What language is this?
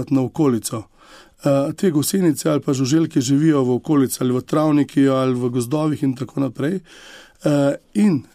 Slovenian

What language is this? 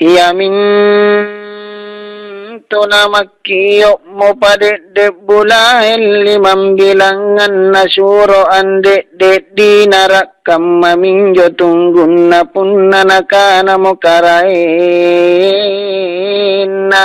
Makasar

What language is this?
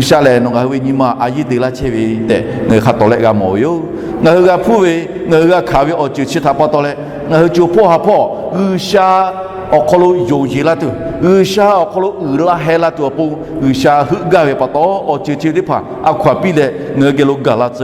Lahu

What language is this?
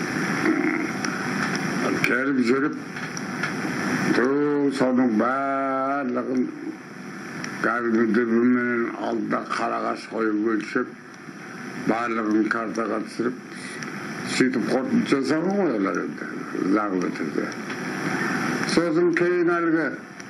Kazakh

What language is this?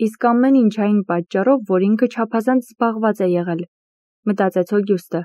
Armenian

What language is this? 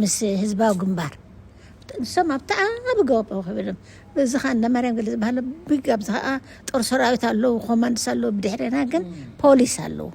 Tigrinya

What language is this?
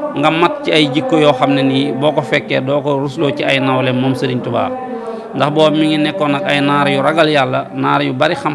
Wolof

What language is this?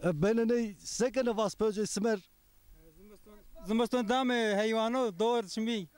Zaza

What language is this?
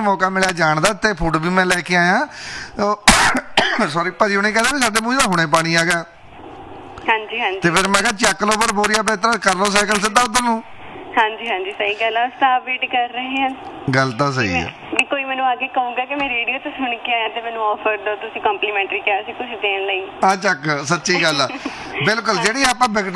Punjabi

